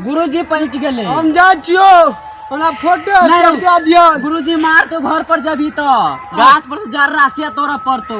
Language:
Maithili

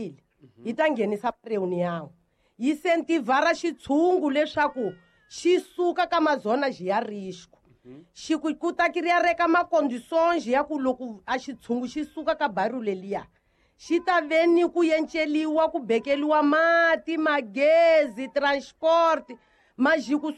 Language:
Tsonga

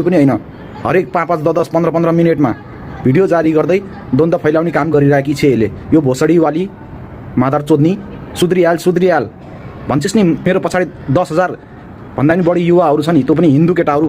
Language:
Nepali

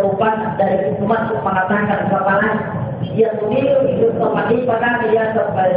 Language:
Buginese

